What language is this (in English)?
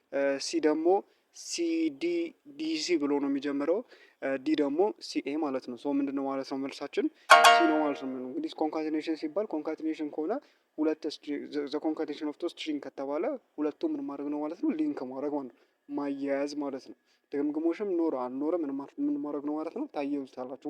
Amharic